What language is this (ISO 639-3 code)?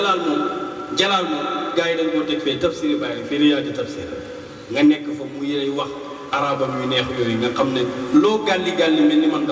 wol